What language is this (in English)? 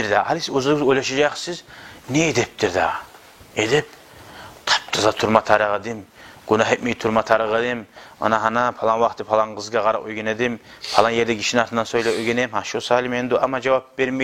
Kumyk